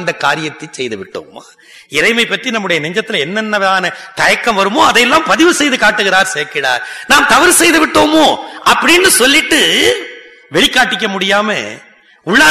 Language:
Tamil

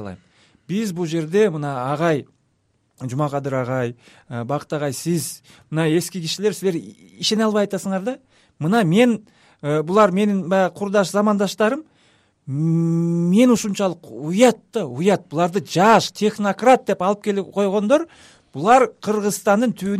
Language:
Kyrgyz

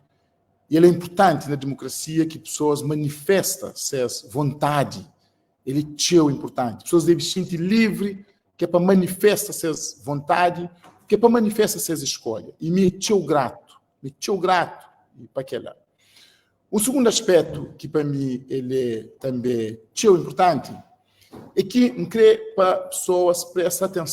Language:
Kabuverdianu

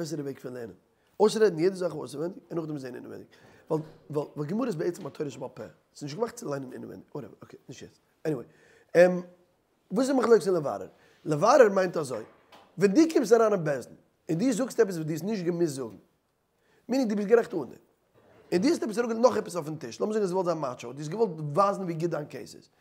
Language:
Yiddish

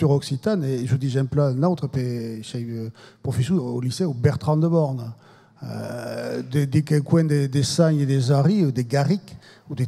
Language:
Occitan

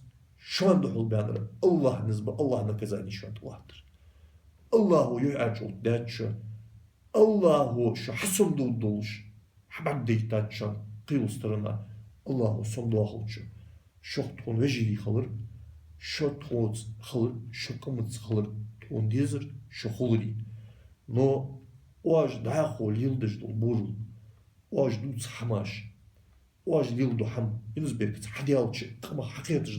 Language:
Ingush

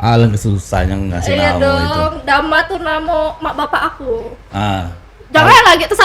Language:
Musi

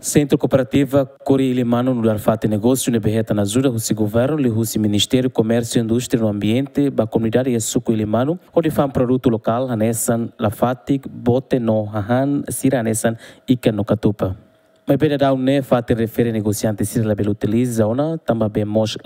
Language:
Tetum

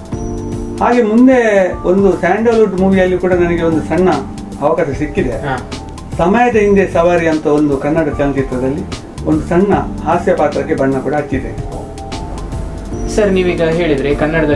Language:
Kannada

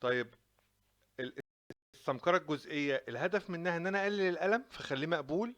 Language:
Egyptian Arabic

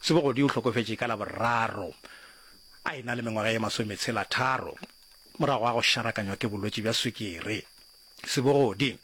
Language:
Northern Sotho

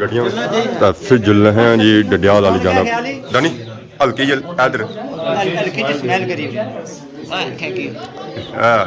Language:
Pahari-Potwari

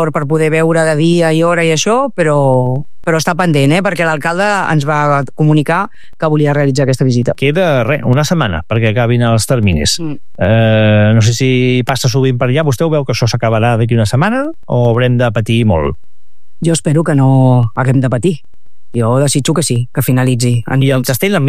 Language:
Catalan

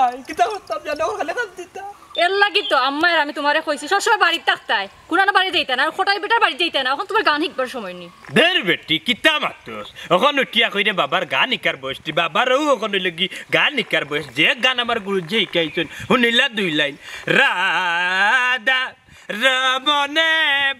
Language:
Sylheti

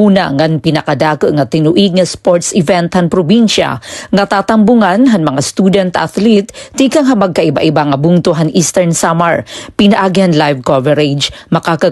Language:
Waray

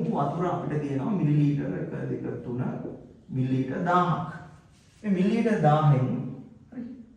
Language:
Sinhala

